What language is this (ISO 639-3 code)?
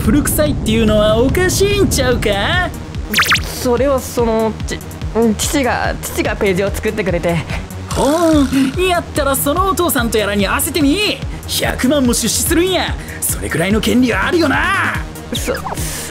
jpn